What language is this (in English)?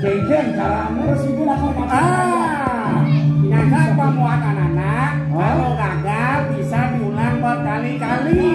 Balinese